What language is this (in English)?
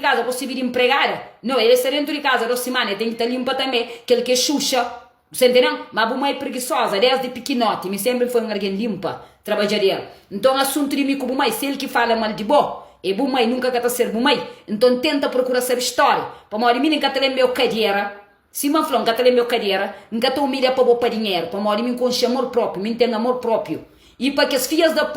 Kabuverdianu